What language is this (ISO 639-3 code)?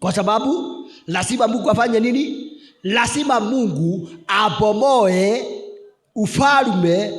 swa